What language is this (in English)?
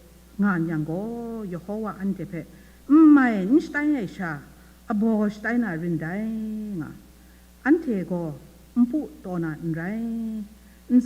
Kachin